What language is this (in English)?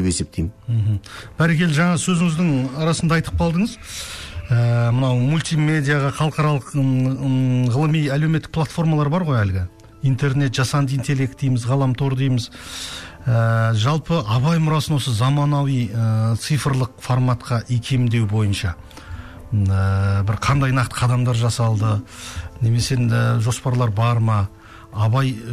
Kazakh